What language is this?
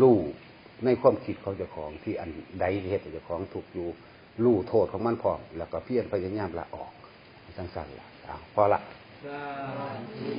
Northeastern Thai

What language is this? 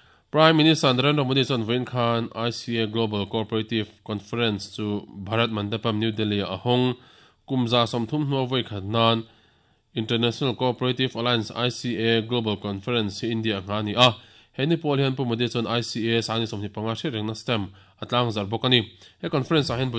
Mizo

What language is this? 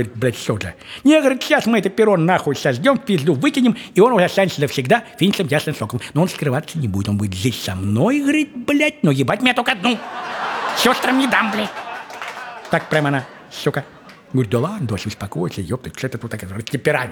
Russian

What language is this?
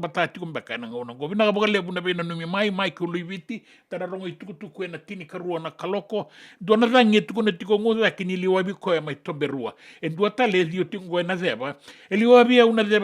Fijian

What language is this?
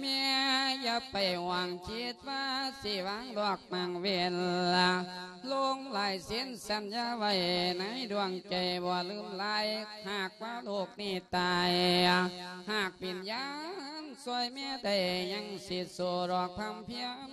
Lao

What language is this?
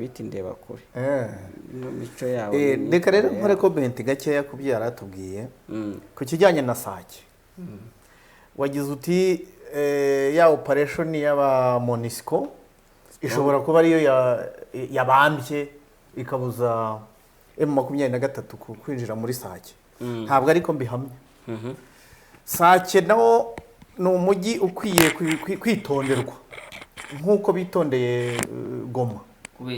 Kinyarwanda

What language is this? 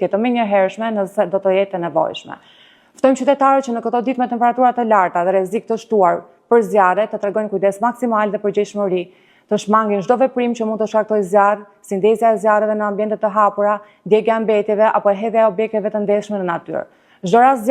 Albanian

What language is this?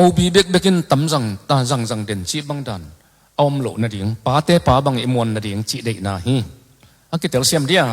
Tedim Chin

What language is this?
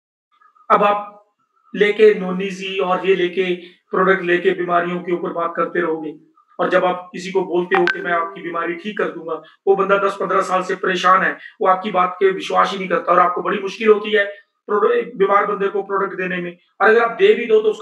Hindi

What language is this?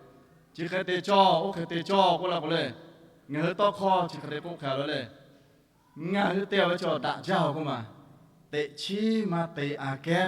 Lahu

